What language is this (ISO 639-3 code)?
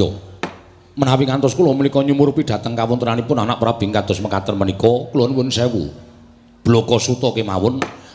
jav